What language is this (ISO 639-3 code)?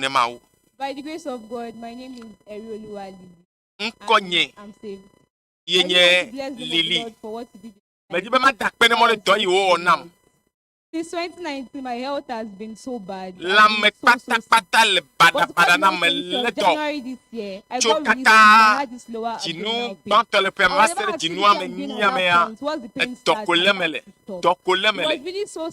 ewe